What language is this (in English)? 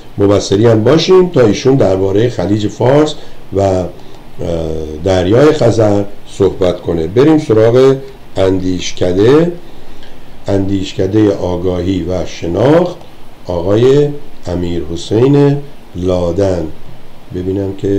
Persian